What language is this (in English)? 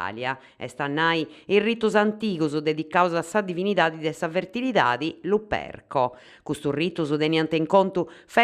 Sardinian